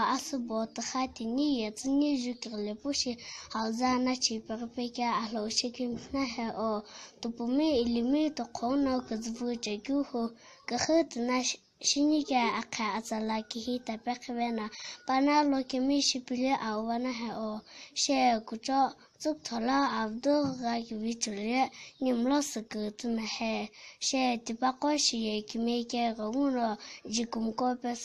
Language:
Sumi Naga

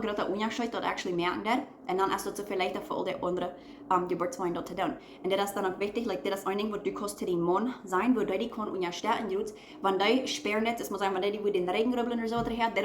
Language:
Plautdietsch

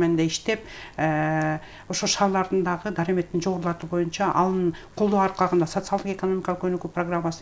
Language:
Kyrgyz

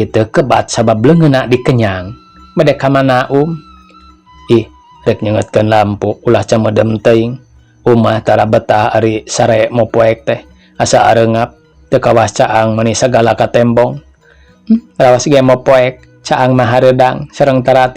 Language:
Sundanese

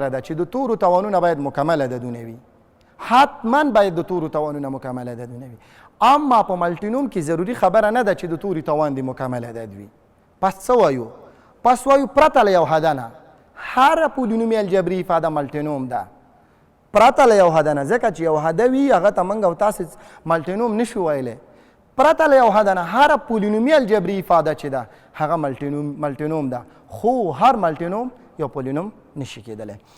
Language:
Pashto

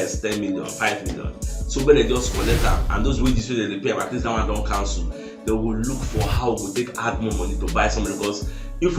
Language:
Nigerian Pidgin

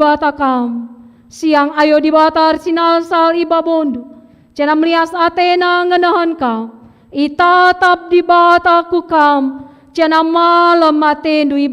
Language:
Batak Karo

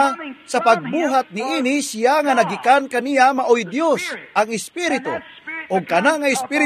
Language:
Cebuano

